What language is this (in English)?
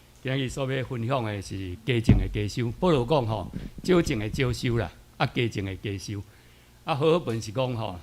Min Nan Chinese